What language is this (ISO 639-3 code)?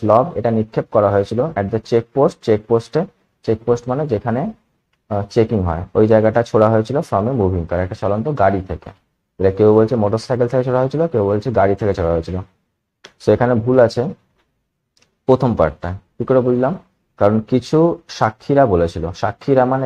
ben